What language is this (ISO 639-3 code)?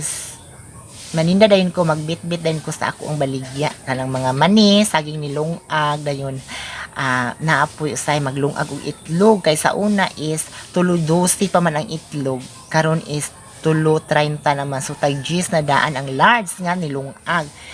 ceb